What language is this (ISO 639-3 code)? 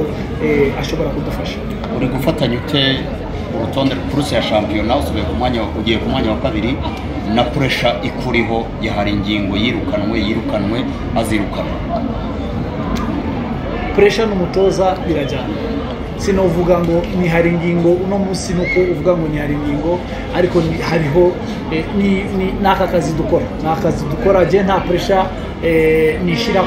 kin